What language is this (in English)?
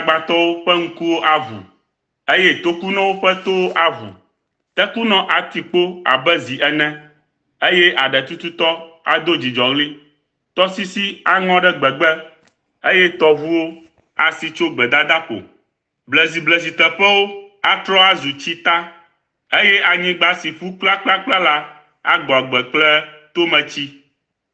Ewe